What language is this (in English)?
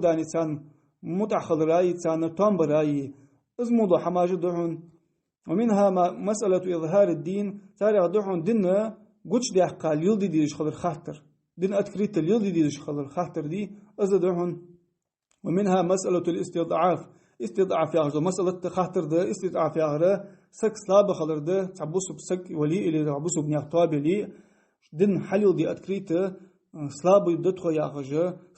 Ingush